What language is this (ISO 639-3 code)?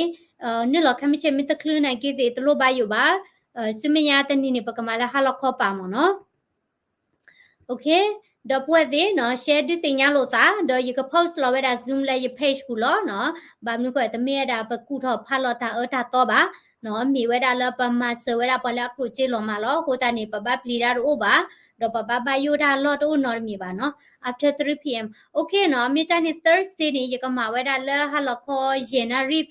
ksw